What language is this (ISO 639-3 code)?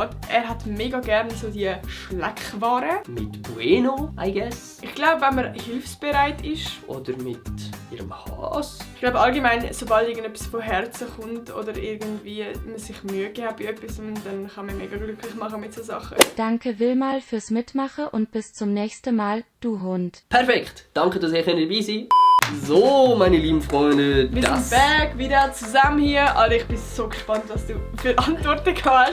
gsw